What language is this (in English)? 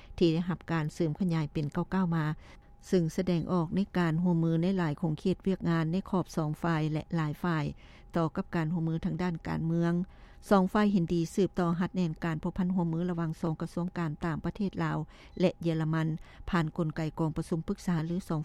Lao